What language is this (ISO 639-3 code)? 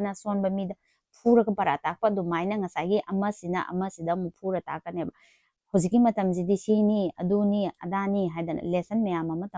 mni